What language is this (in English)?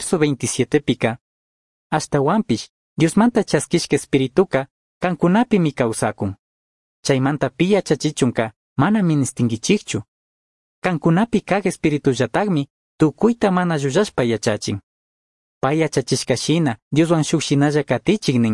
Chimborazo Highland Quichua